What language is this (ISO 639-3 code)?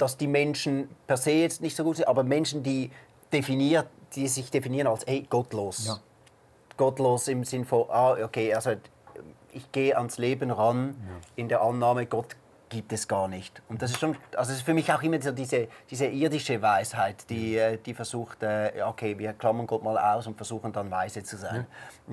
gsw